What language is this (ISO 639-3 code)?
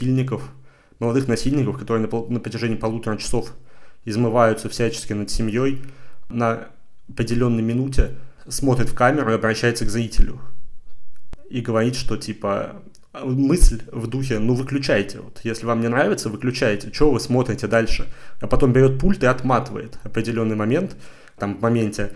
rus